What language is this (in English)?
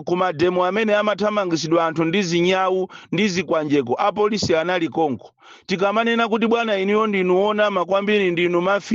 Nyanja